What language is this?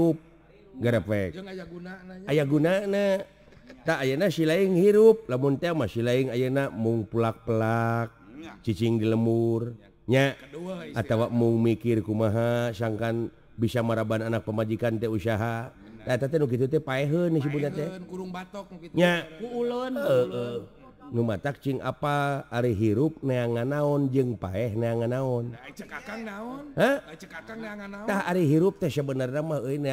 Sundanese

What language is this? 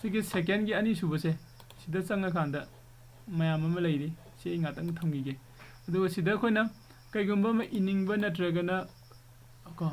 Manipuri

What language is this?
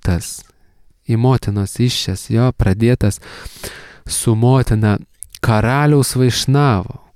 Lithuanian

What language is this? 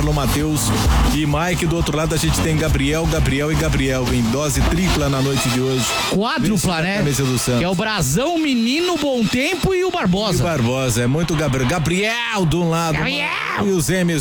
Portuguese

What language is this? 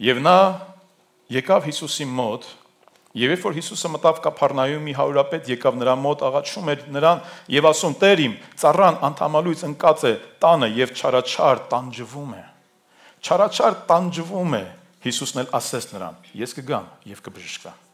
Armenian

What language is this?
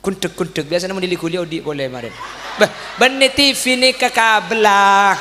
Madurese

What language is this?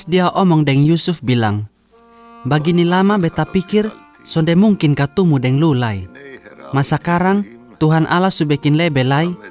Kupang Malay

